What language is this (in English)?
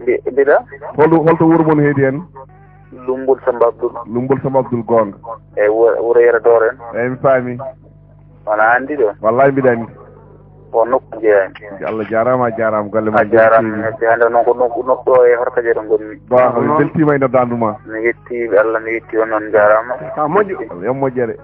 Fula